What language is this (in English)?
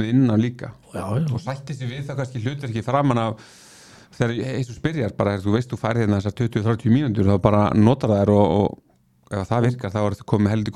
Icelandic